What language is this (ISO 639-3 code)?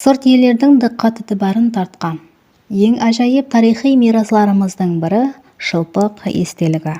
kaa